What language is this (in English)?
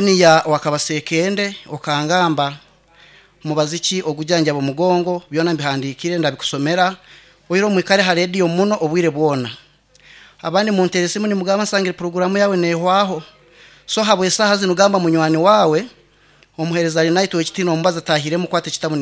Nyankole